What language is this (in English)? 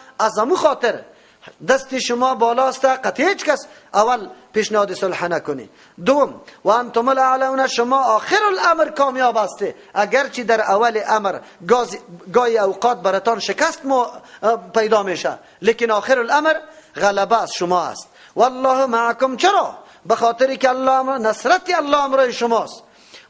Persian